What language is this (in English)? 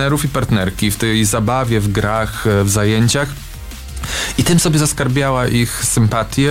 Polish